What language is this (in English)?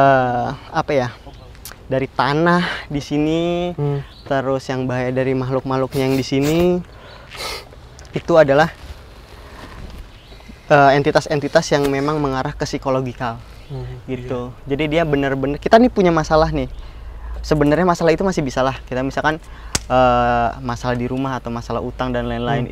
Indonesian